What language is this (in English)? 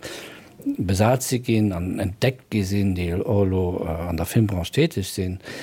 Luxembourgish